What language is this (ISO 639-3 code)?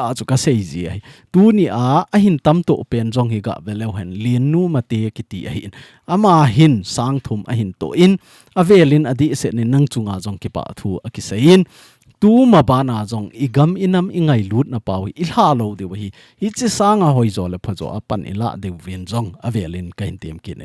tcz